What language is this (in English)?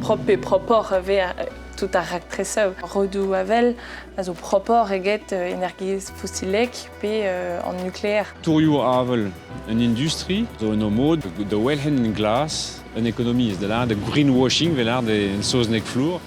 Breton